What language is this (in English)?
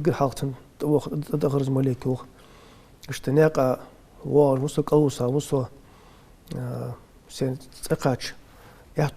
Ingush